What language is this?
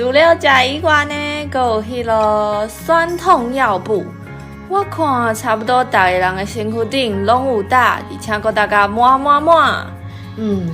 Min Nan Chinese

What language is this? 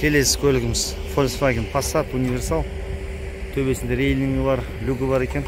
Kazakh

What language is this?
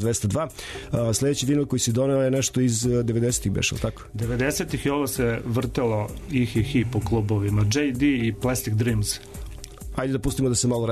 Serbian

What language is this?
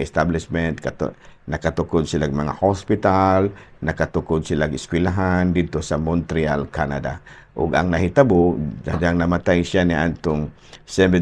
Cebuano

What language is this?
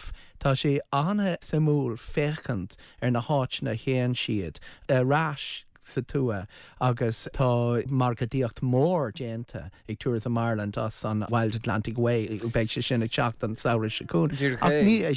Irish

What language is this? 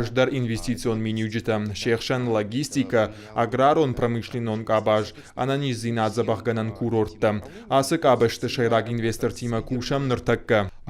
Ossetic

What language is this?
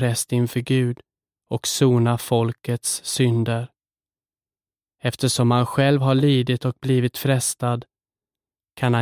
Swedish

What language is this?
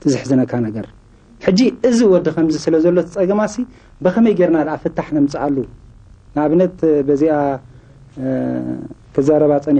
Tigrinya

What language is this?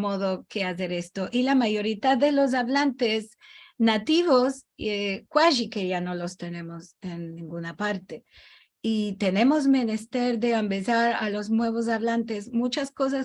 Ladino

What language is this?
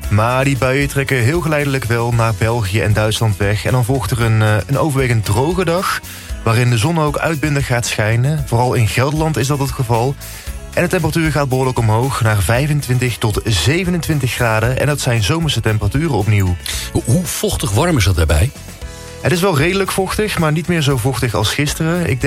Dutch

